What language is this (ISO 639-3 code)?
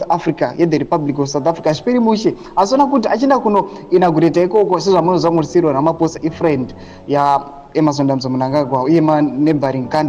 sna